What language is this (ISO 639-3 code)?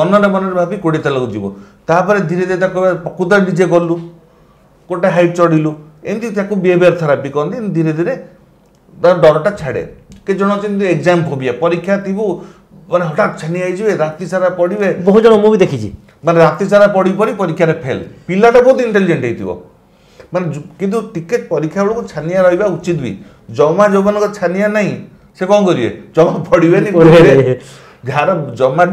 ori